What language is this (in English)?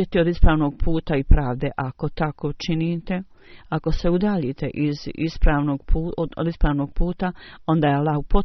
Bosnian